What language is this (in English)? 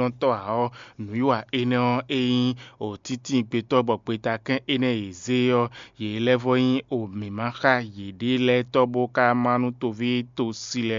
Fon